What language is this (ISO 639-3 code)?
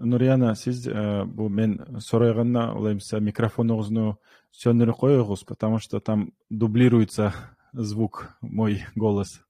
kum